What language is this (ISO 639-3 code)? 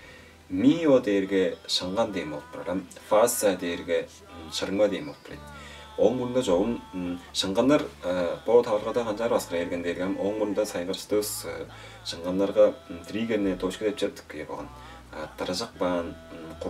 tyv